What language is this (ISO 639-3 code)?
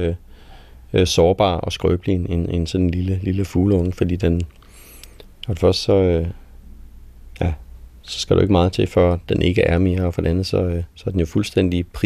dan